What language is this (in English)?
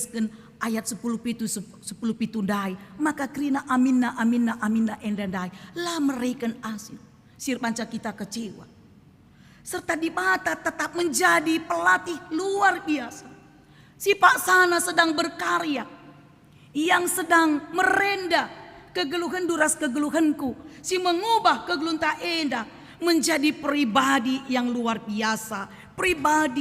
Batak Karo